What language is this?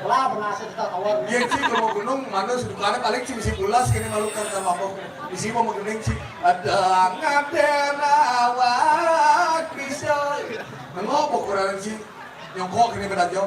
Balinese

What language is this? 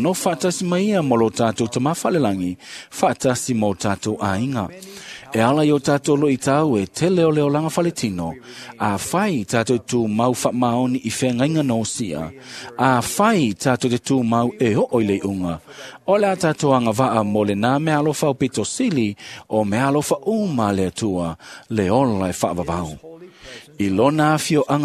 Samoan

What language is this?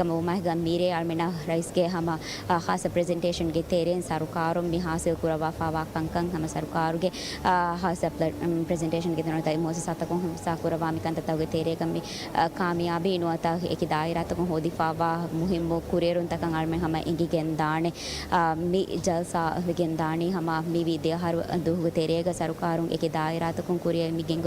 Divehi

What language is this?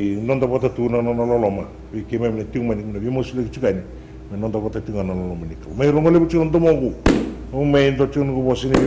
Fijian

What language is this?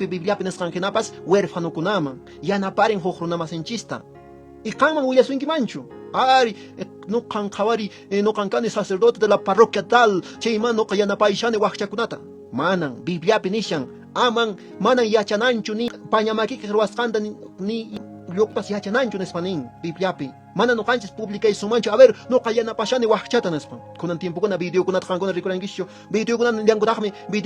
Quechua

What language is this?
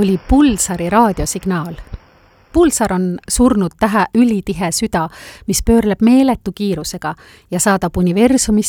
Estonian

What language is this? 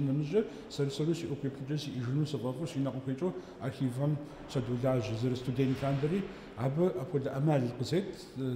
Kabardian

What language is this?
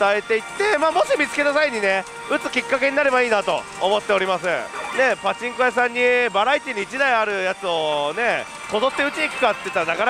Japanese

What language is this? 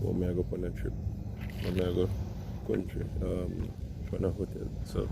Jamaican Creole English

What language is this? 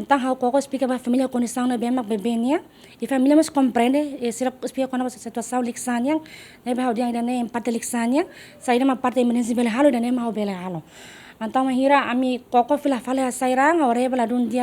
Tetum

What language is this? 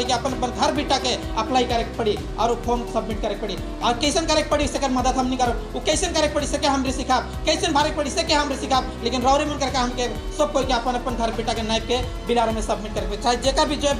Sadri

